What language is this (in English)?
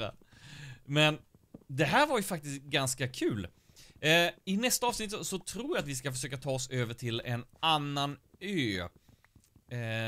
Swedish